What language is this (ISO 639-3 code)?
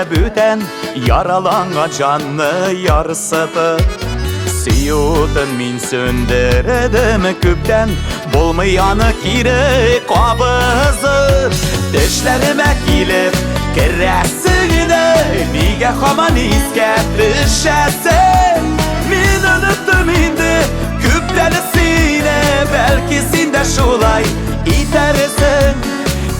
tat